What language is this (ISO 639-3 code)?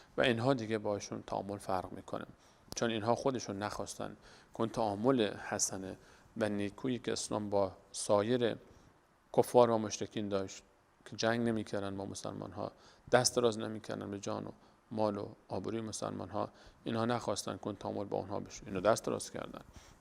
fas